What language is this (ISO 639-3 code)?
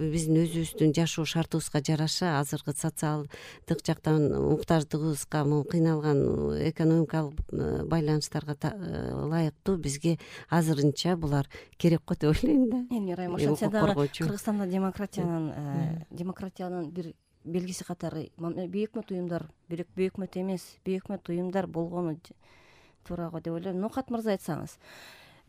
kir